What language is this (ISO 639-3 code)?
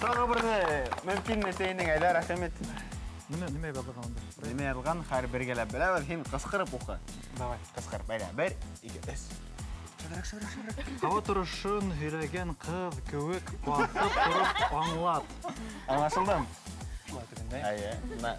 bak